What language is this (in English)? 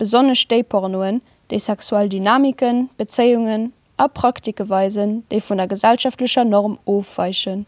Luxembourgish